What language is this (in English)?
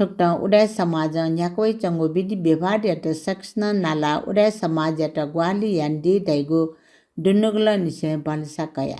Newari